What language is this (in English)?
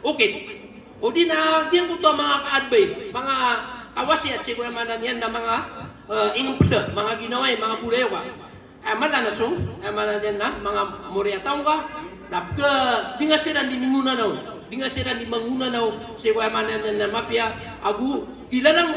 Maranao